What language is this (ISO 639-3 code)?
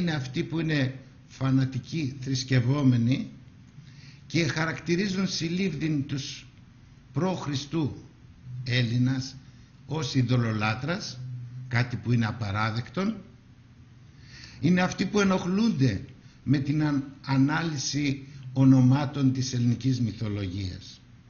ell